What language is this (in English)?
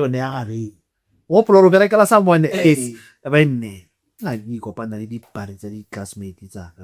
Tswana